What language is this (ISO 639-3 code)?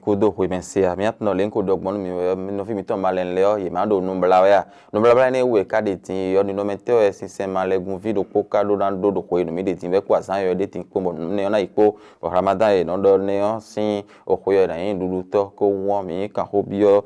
fon